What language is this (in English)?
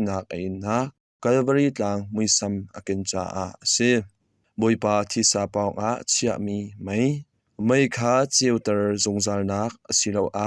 Hakha Chin